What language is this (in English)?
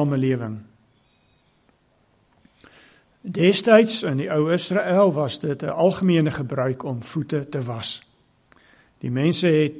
Afrikaans